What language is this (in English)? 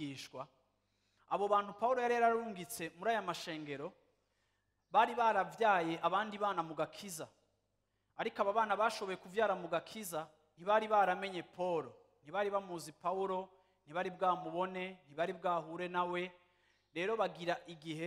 Rundi